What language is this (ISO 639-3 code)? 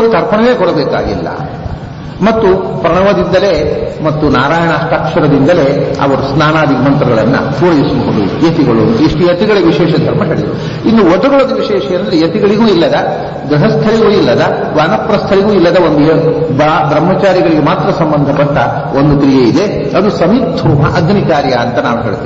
kan